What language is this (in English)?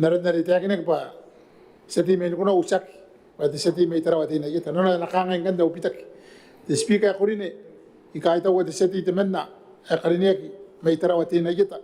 Gilbertese